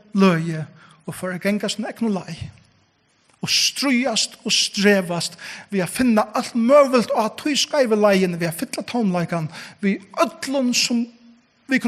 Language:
Faroese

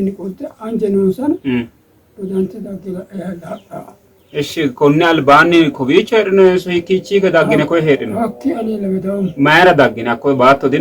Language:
Sidamo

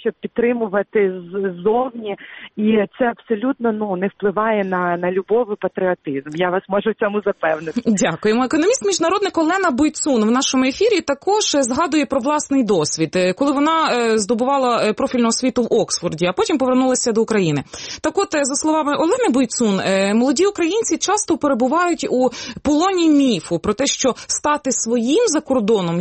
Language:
Ukrainian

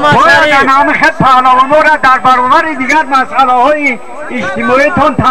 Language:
Tajik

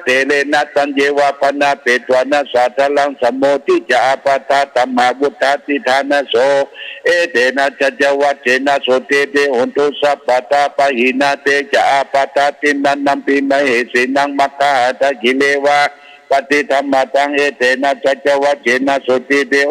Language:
Pali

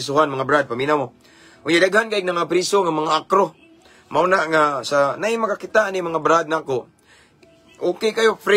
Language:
Cebuano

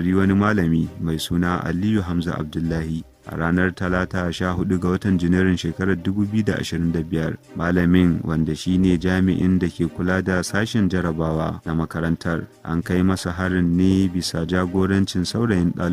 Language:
Hausa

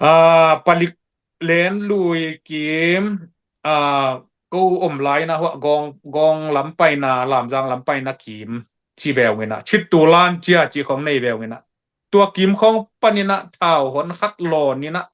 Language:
Tedim Chin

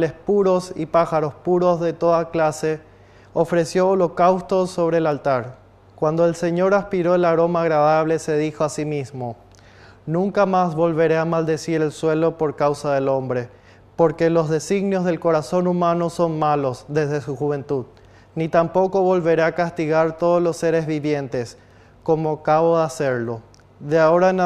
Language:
Spanish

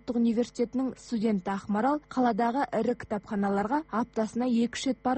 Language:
Kazakh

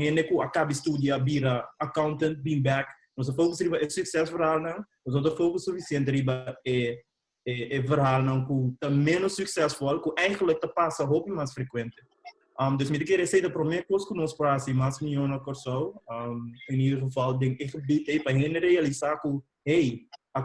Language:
Papiamento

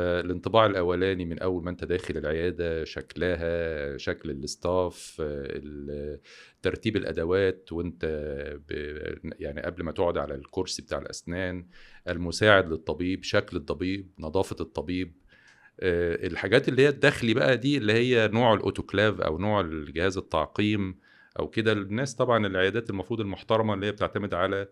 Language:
Egyptian Arabic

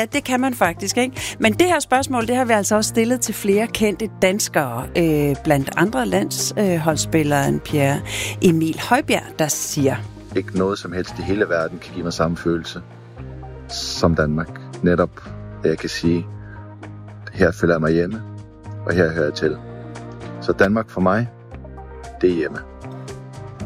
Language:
Danish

